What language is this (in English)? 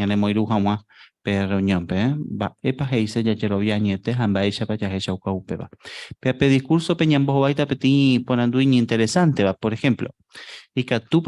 Guarani